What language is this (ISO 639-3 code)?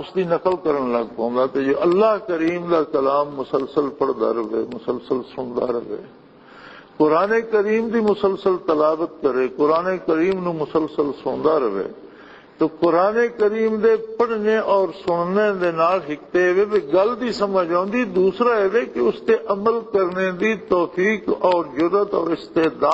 lah